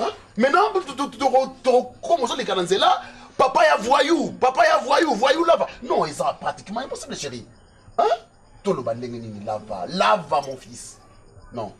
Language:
Lingala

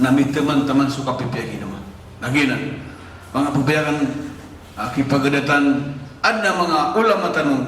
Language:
Maranao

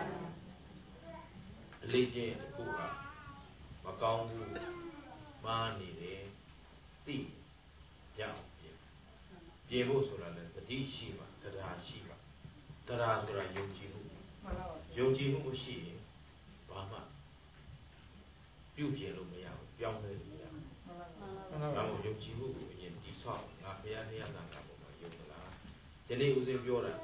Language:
Burmese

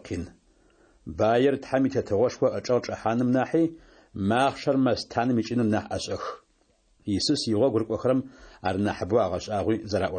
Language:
Adyghe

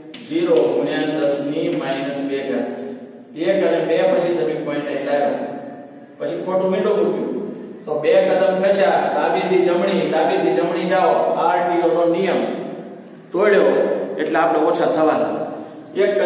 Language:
Gujarati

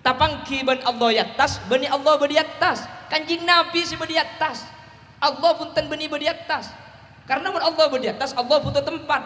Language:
Madurese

